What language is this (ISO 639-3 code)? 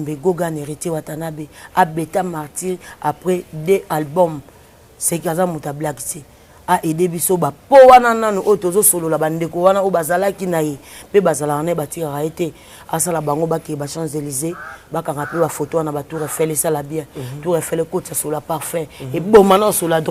lin